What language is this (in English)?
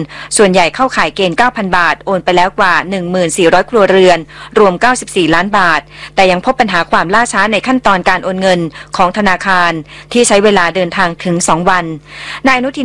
Thai